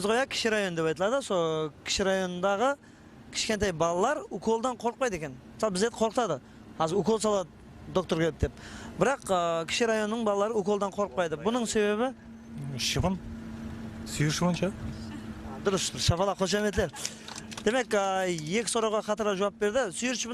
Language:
Kara-Kalpak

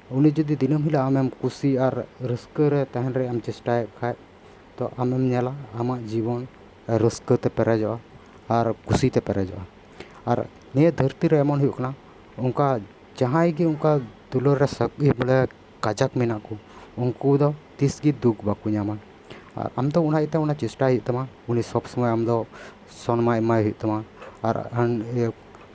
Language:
Santali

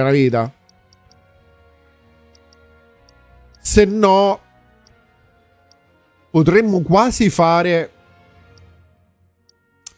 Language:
Italian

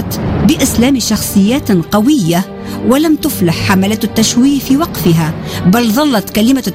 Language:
Tunisian Arabic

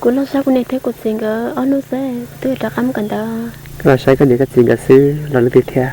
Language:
Hmong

